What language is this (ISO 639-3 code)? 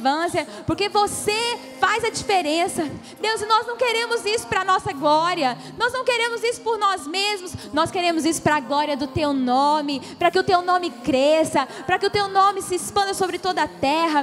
por